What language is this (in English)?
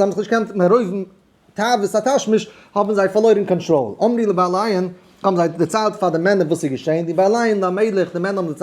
Yiddish